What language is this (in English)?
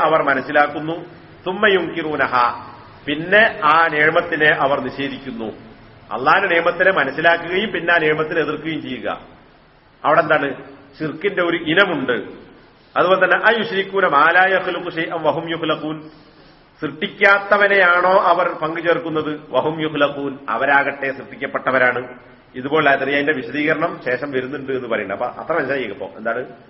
Malayalam